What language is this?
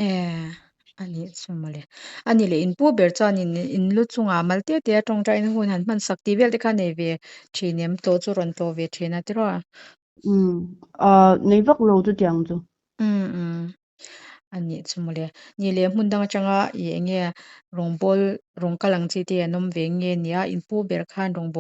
Mizo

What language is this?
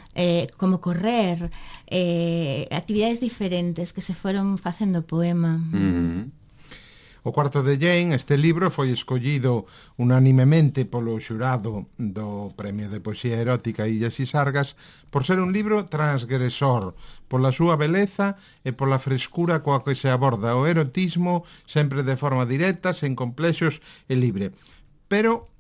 Galician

